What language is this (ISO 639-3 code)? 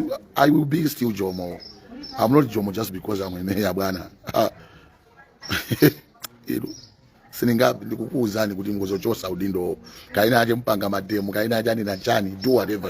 nya